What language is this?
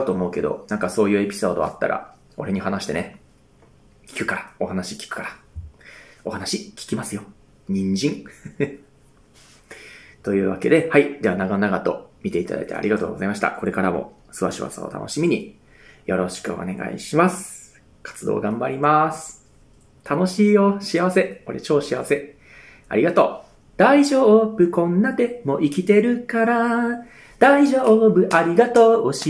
Japanese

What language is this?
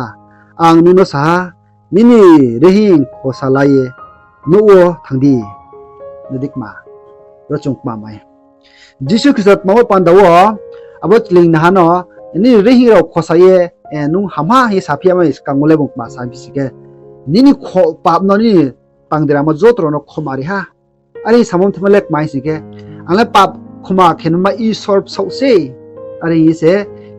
Riang (India)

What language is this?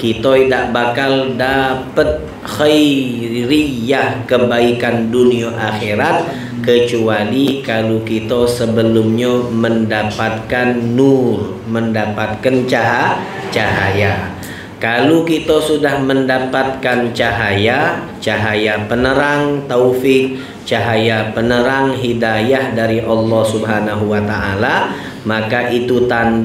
Indonesian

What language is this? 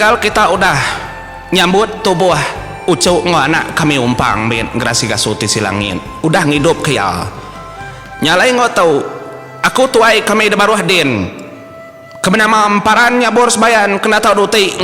Iban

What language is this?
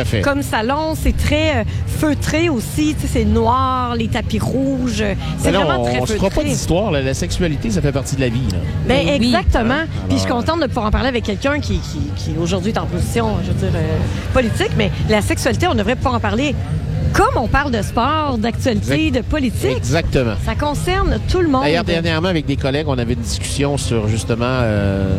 French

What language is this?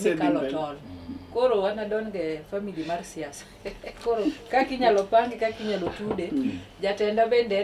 Luo (Kenya and Tanzania)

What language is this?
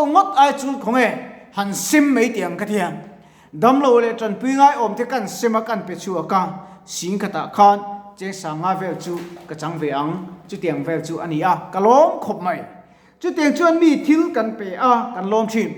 Mizo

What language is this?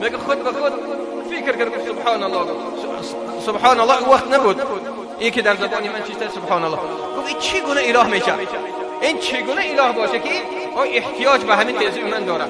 Persian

